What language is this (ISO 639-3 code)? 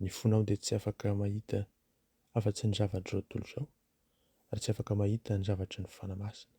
mlg